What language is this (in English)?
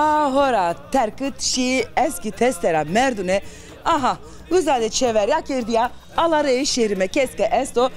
Zaza